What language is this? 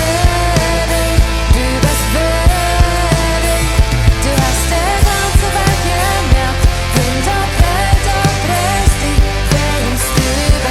Plautdietsch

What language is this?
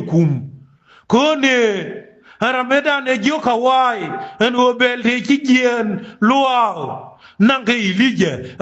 Nuer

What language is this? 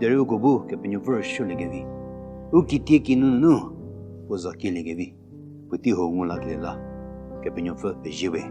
Angami Naga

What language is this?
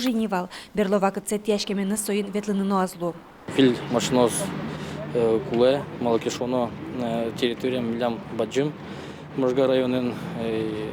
Udmurt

